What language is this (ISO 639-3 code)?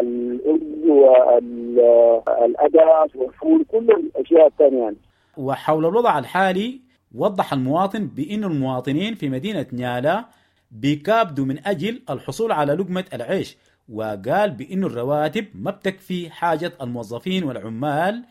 apd